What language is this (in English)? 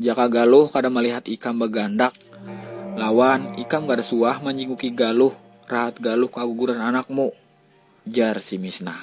Banjar